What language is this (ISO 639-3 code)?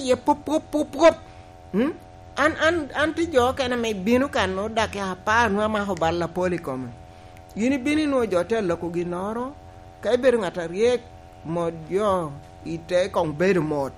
laj